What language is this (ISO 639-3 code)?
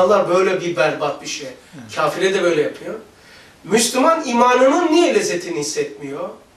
tur